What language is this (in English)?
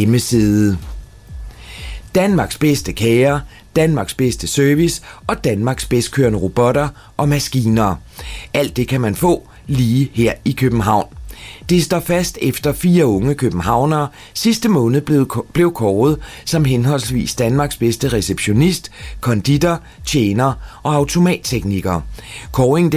Danish